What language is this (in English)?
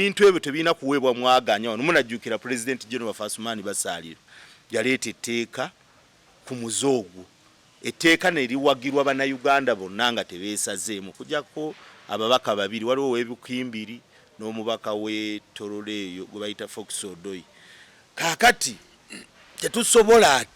Ganda